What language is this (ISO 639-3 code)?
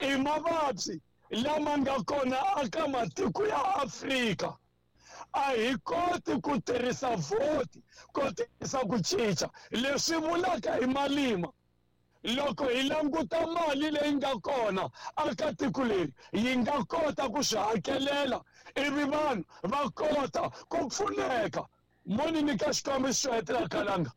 tso